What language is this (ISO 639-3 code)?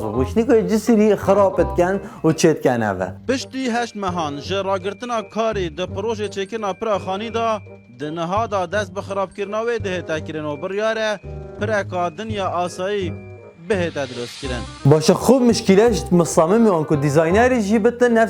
kur